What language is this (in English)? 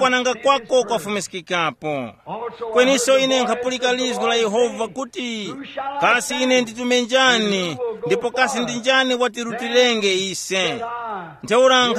Tumbuka